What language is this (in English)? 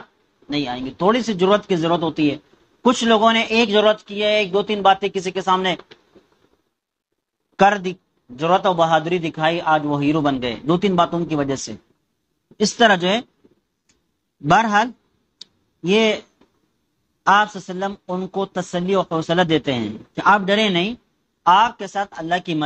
Urdu